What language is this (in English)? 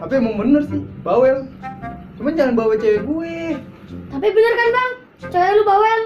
Betawi